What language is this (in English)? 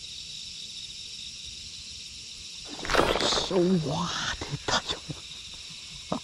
Japanese